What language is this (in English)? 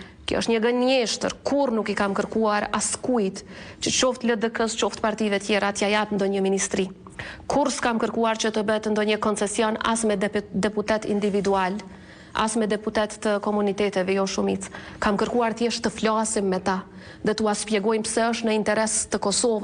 Albanian